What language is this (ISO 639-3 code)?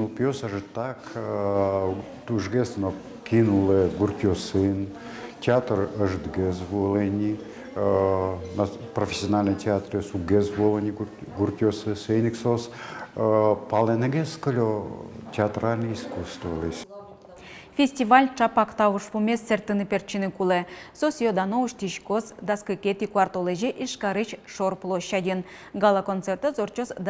udm